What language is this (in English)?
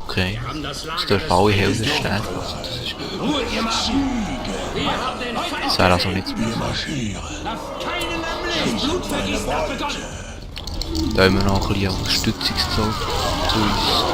Swiss German